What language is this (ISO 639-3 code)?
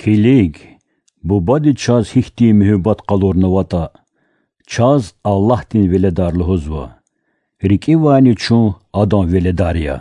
lez